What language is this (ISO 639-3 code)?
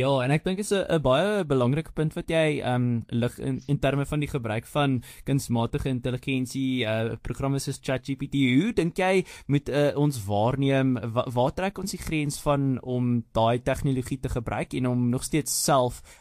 afr